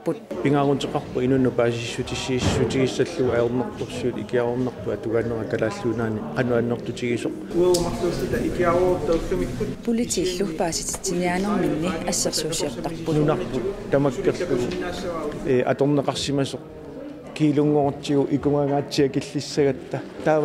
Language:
Kalaallisut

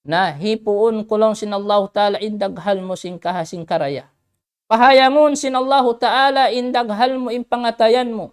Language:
Tausug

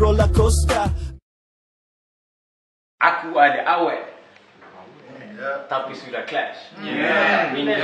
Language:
Malay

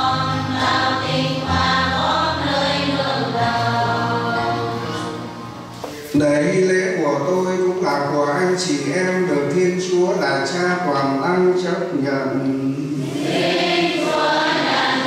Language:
Vietnamese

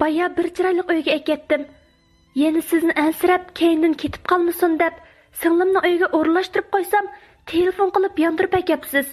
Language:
Uyghur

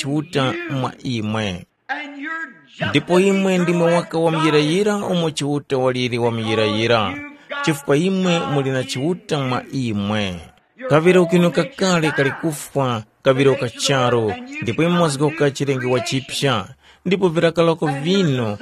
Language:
Tumbuka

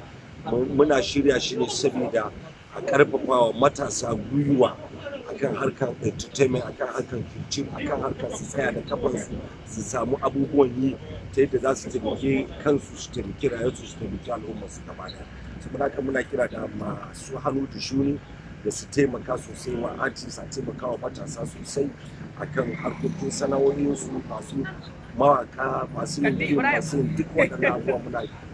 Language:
Hausa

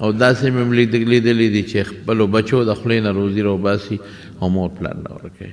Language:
Pashto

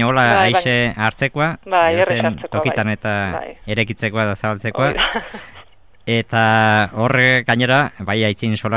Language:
Basque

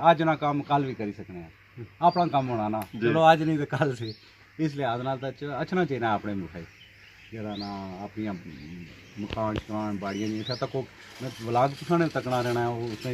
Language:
Pahari-Potwari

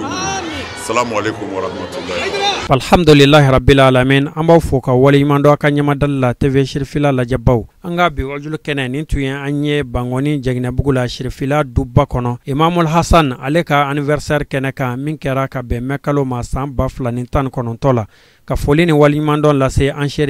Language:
Bambara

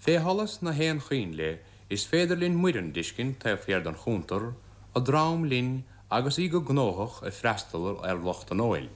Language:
Irish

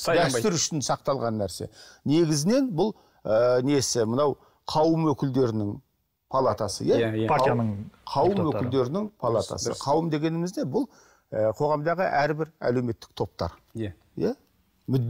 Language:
Kazakh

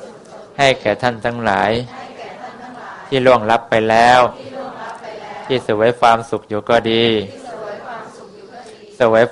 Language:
Thai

